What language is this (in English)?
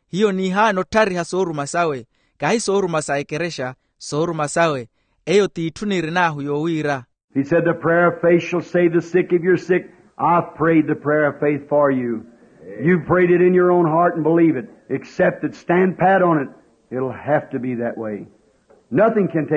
Makhuwa